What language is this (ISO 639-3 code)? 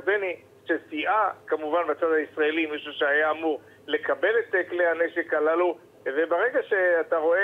heb